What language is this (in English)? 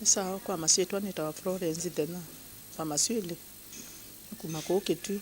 Kamba